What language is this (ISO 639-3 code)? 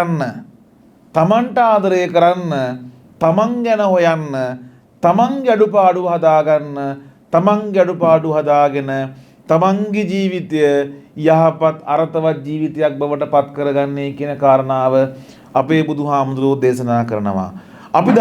sin